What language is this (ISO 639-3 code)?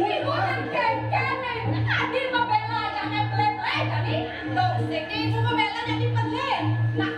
ban